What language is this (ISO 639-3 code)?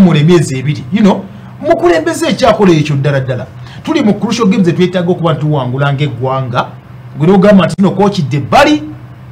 lug